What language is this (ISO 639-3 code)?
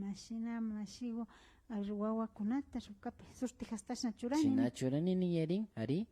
qvi